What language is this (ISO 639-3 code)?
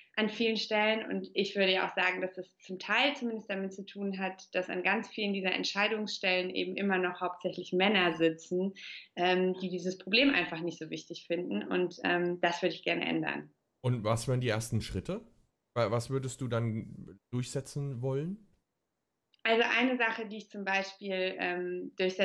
deu